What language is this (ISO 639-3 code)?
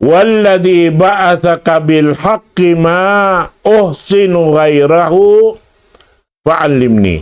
tsg